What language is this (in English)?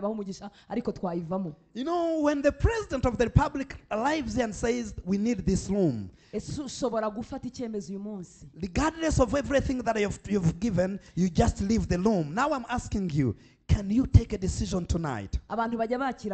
Kinyarwanda